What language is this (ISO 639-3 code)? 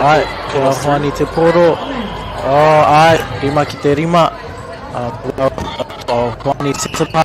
mri